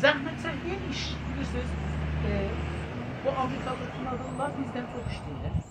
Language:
South Azerbaijani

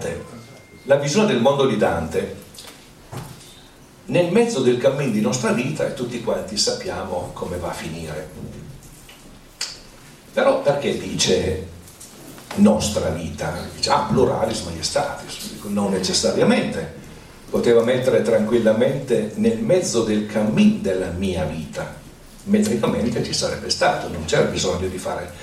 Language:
Italian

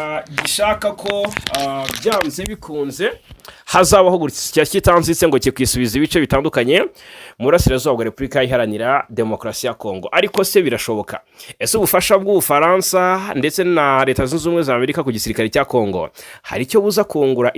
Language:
Kinyarwanda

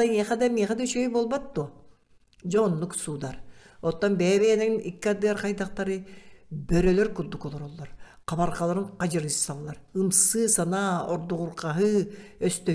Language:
Yakut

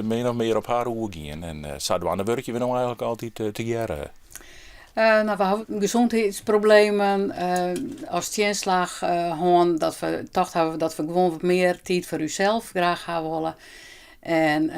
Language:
Western Frisian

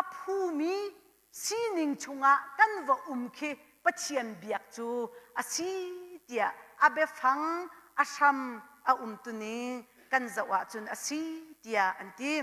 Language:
Hakha Chin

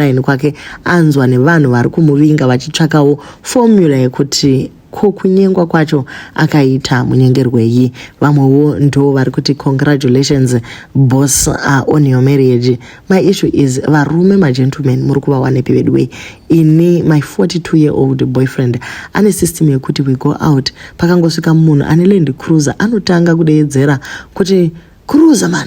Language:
Shona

